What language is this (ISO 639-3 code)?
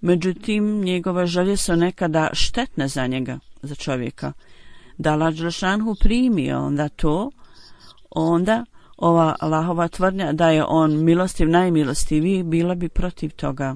bos